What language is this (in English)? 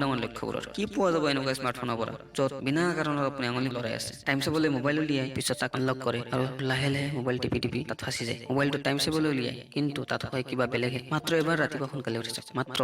Assamese